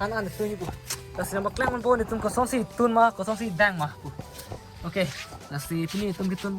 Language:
Karbi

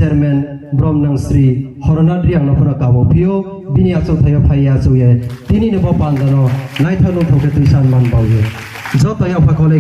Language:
Riang (India)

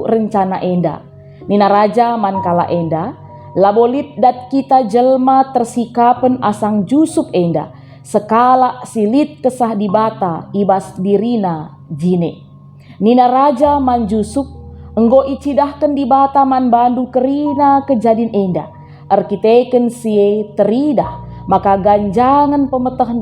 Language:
Batak Karo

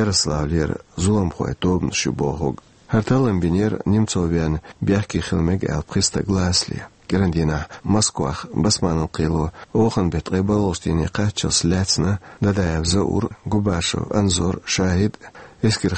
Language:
Chechen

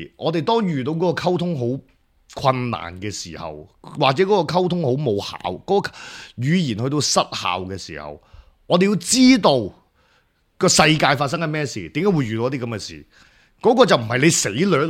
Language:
Cantonese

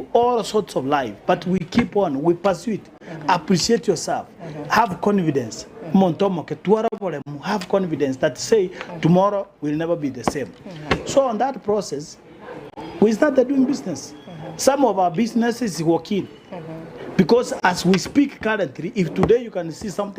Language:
Gusii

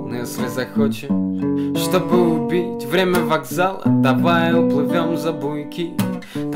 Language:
Russian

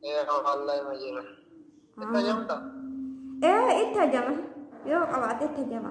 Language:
Oromo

